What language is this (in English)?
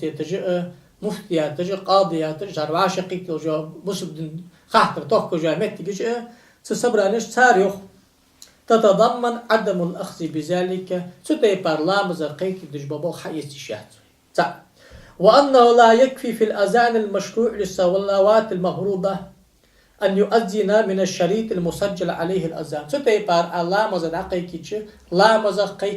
Ingush